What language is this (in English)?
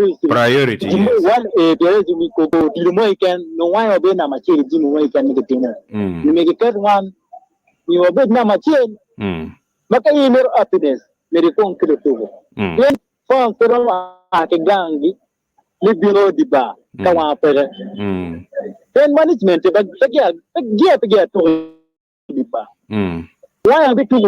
Acoli